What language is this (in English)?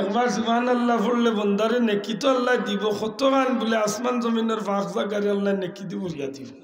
Sylheti